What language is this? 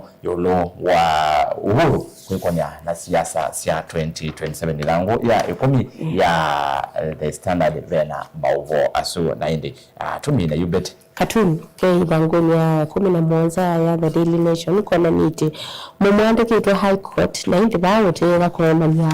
Kamba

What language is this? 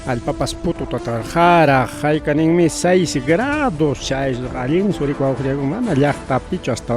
Ayacucho Quechua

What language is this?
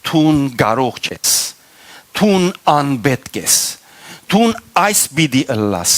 Western Armenian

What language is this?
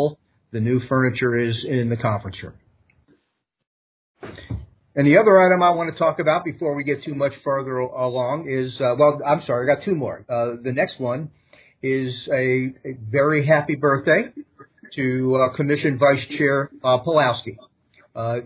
English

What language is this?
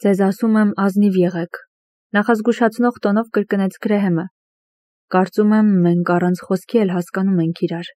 Armenian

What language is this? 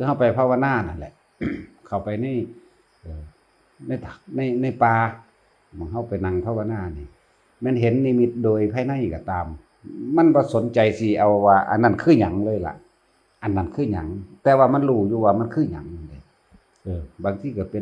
Northeastern Thai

